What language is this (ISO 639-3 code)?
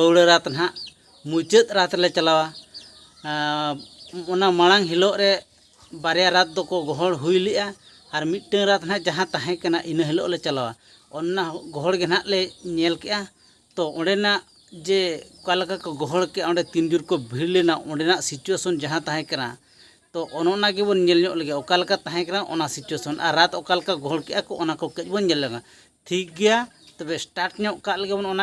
sat